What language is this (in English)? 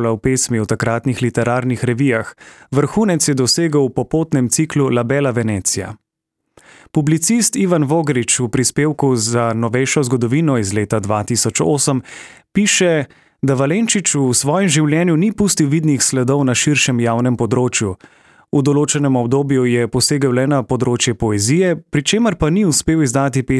Slovenian